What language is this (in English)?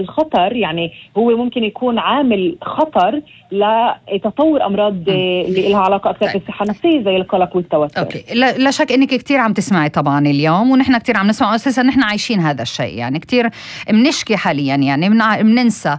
North Levantine Arabic